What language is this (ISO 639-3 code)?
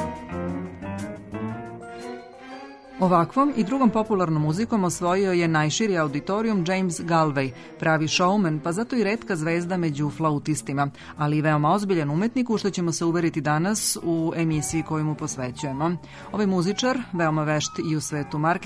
srp